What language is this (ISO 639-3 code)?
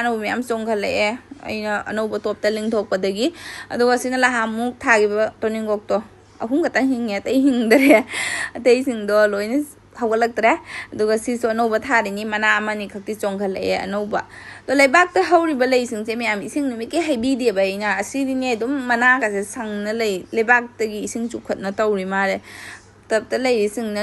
mni